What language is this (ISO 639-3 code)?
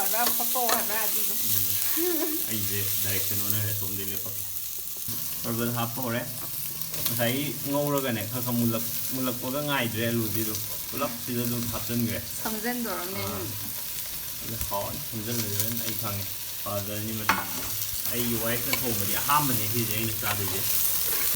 mni